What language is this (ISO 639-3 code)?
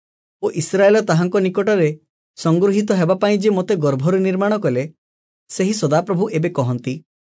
ori